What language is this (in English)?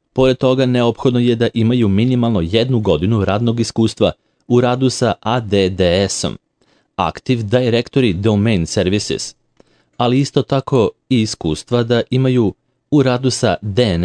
Serbian